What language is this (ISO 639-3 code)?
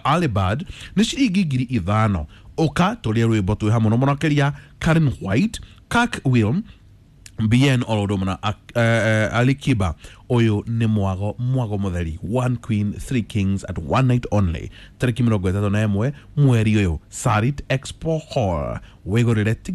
kik